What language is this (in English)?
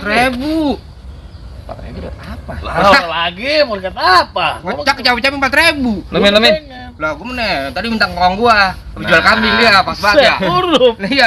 Betawi